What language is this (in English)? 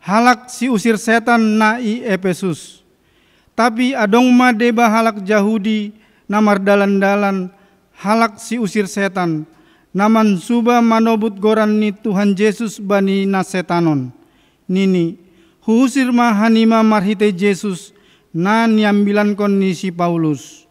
Batak Simalungun